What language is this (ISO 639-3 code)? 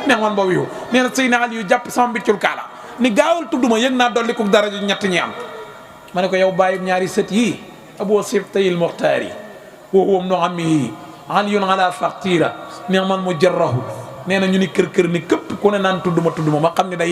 wol